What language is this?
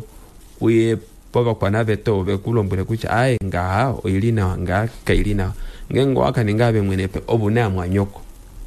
Kuanyama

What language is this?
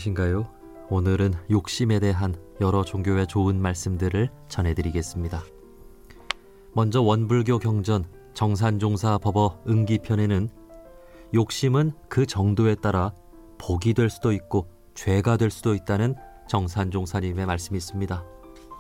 Korean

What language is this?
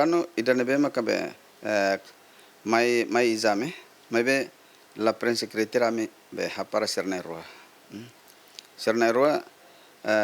Tetum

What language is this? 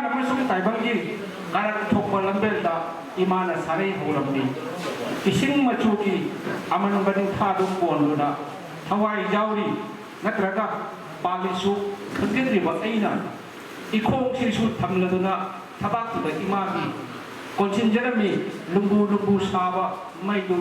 Manipuri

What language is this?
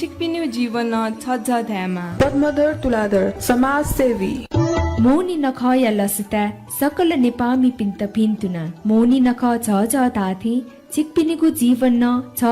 Newari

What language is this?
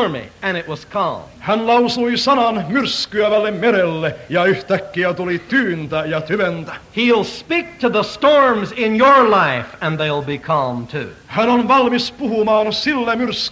Finnish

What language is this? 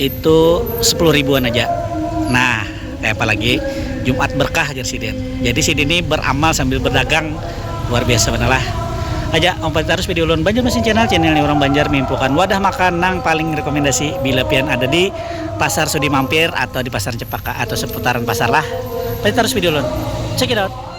Banjar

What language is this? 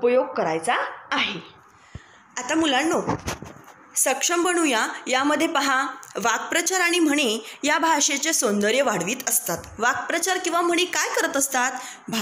Marathi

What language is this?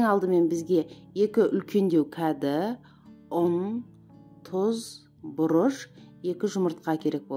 Kazakh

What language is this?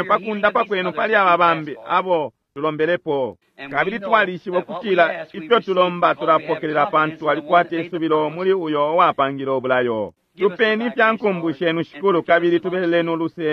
Bemba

